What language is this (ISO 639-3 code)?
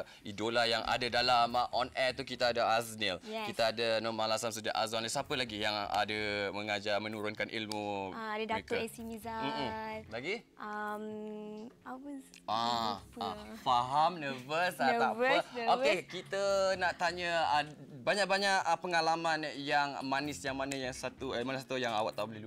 msa